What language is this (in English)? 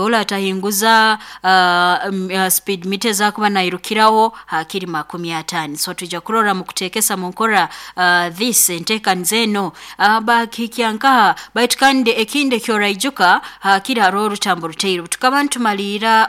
Nyoro